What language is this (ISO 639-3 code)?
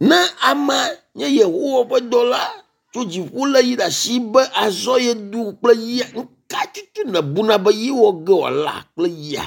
ewe